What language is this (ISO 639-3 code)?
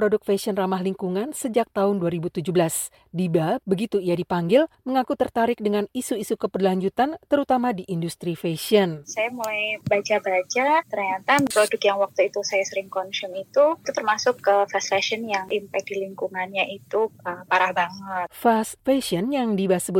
ind